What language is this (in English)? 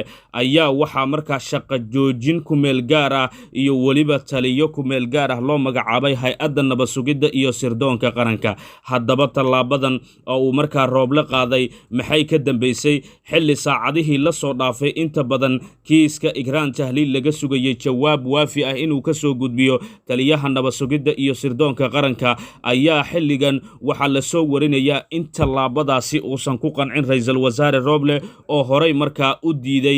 Somali